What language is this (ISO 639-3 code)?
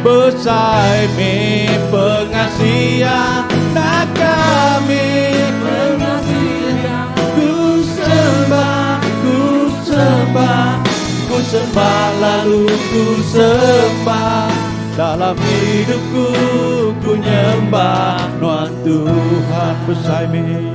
iba